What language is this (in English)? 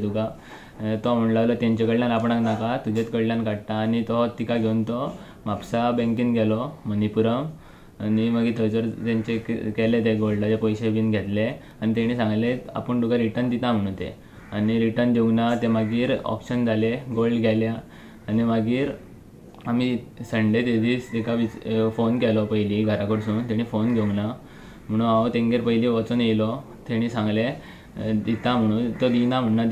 Konkani